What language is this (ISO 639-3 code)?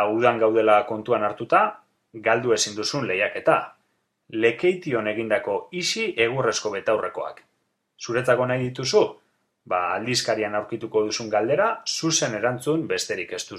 eus